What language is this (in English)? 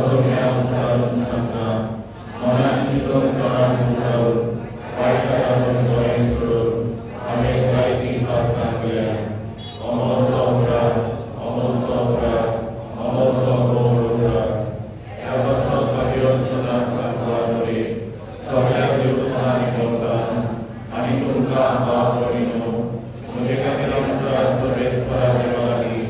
Konkani